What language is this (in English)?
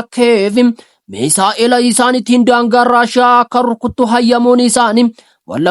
Oromo